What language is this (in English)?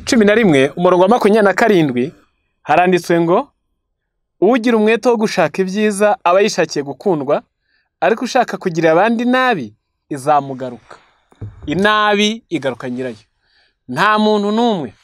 Kinyarwanda